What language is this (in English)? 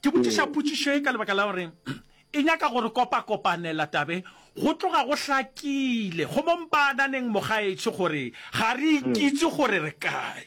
Northern Sotho